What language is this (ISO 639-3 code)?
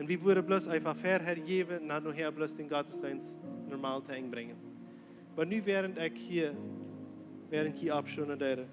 pdt